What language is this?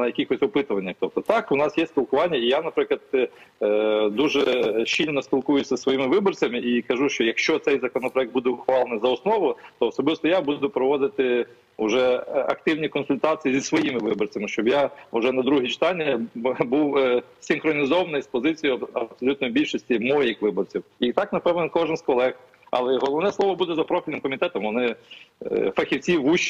Ukrainian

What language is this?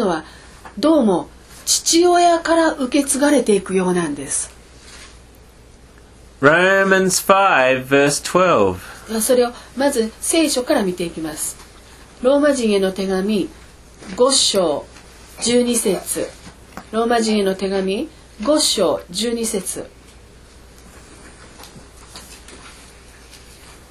Japanese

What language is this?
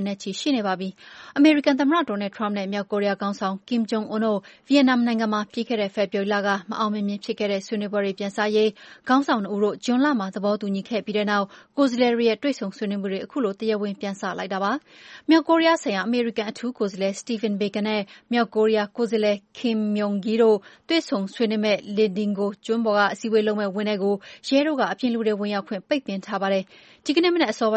Burmese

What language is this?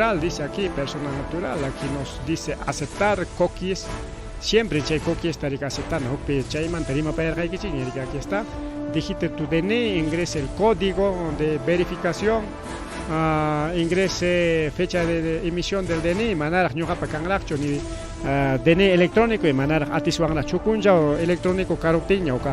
Ayacucho Quechua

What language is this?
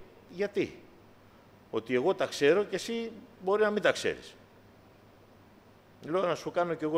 Greek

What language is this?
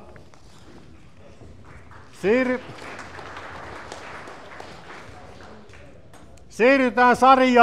Finnish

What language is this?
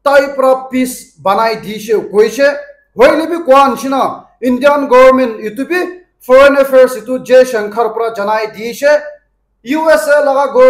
Naga Pidgin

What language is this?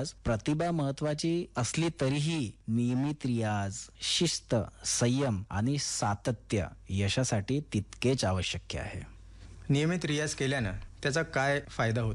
Marathi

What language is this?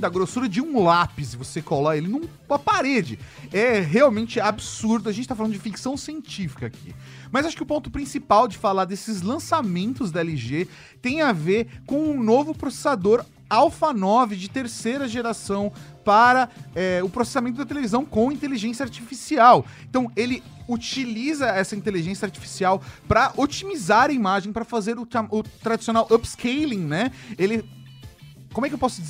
Portuguese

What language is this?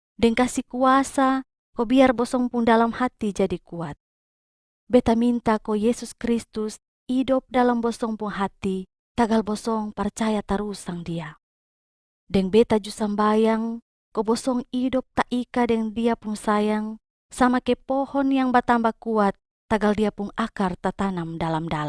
Kupang Malay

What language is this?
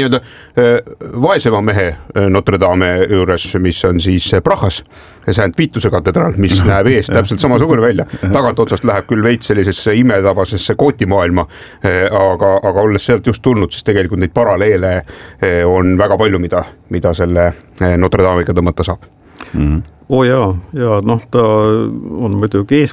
Estonian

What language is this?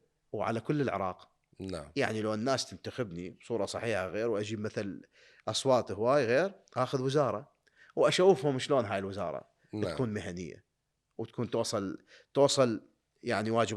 Mesopotamian Arabic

